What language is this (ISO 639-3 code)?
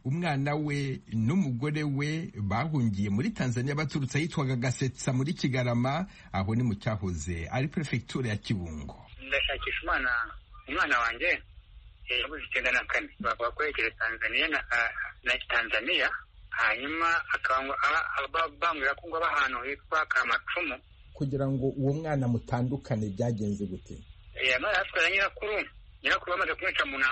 kin